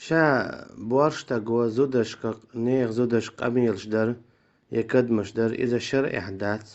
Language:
Chechen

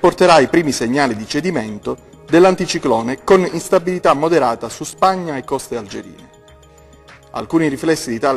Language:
Italian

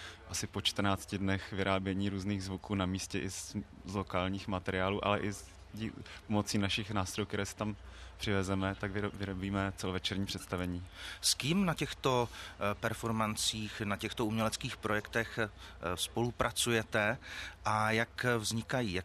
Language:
Czech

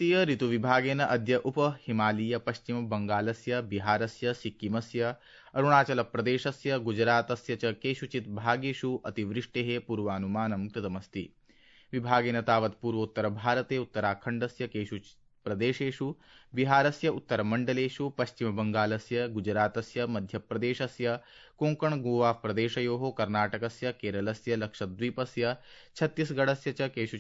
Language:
Sanskrit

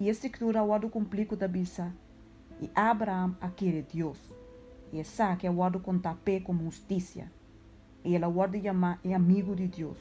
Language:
Papiamento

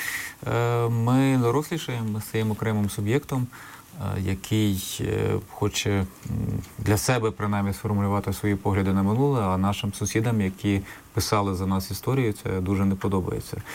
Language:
Ukrainian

